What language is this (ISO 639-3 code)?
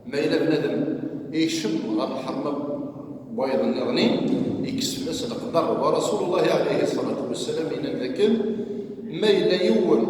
kab